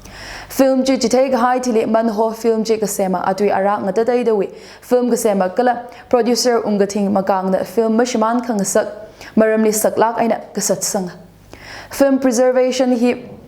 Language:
Tangkhul Naga (India)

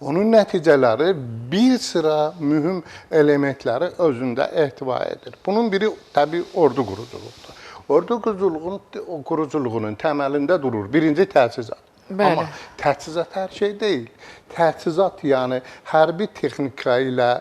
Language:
Azerbaijani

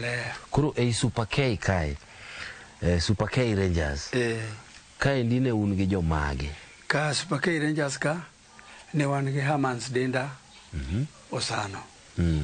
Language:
Luo (Kenya and Tanzania)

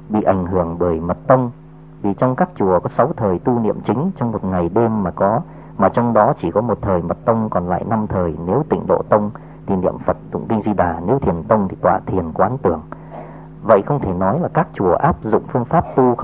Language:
Vietnamese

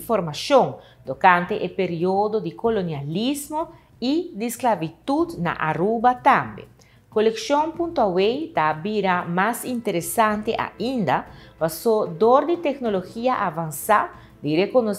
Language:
Papiamento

